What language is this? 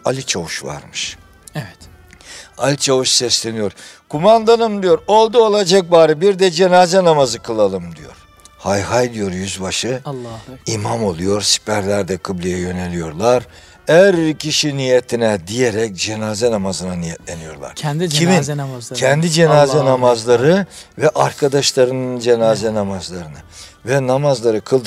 Turkish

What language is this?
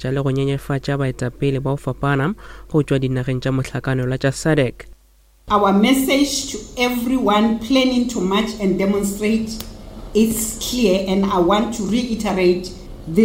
Northern Sotho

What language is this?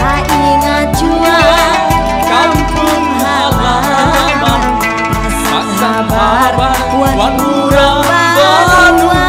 Banjar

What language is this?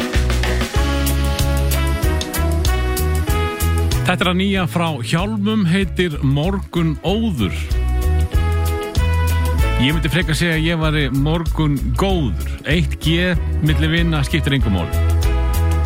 Icelandic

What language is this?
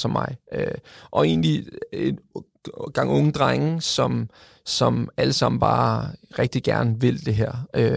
Danish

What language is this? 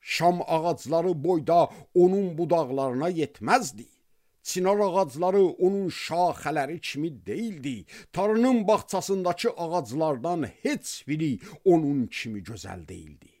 Azerbaijani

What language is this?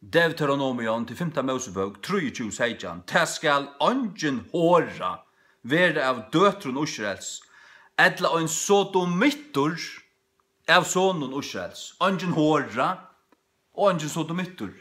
Faroese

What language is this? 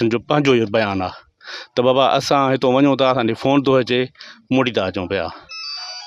Sindhi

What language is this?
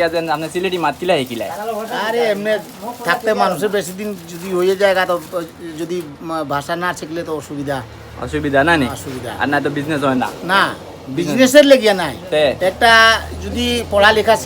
Sylheti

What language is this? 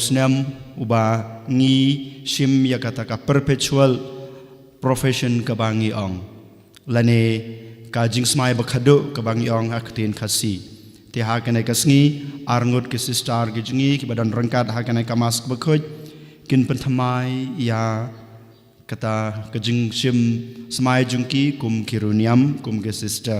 Khasi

